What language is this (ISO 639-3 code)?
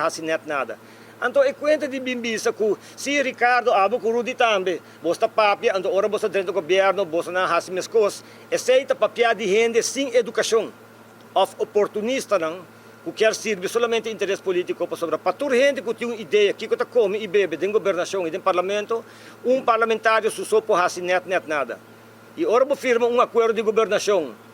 pap